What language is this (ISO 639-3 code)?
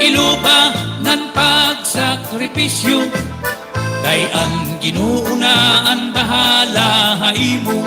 war